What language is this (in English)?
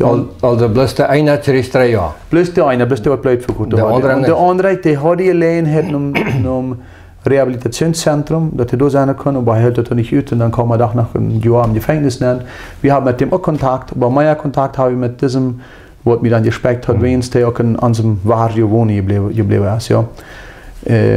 Plautdietsch